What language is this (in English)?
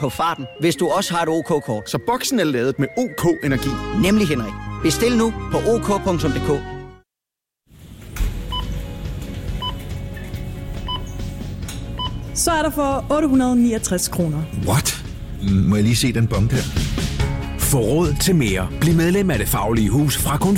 Danish